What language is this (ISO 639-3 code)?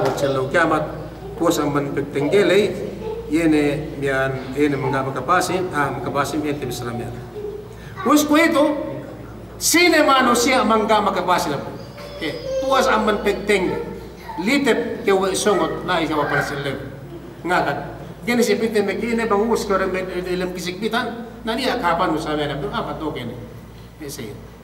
yka